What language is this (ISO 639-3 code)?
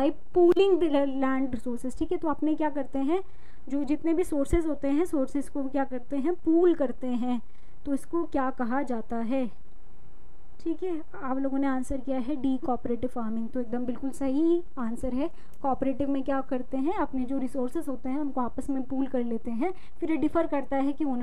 hin